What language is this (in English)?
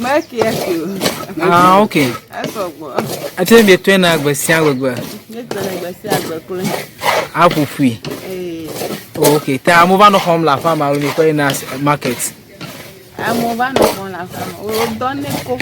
Ewe